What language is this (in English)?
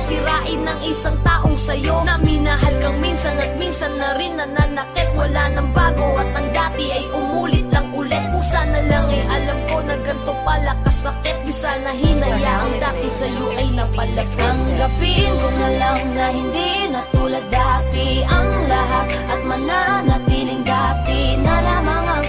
Filipino